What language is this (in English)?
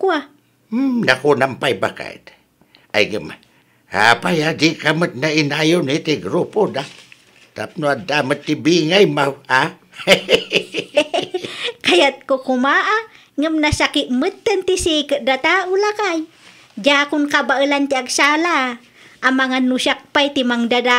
Iloko